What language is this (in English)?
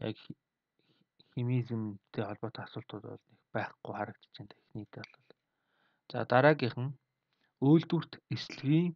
Mongolian